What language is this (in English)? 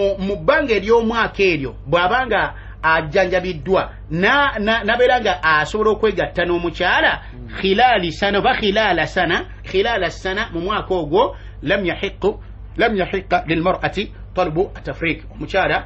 Ganda